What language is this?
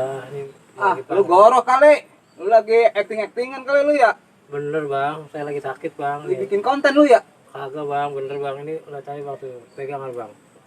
Betawi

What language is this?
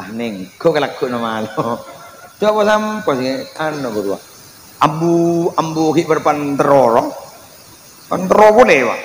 Madurese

